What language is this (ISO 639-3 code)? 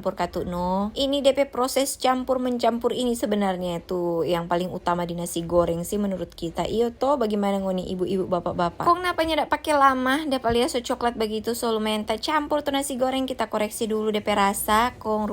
xmm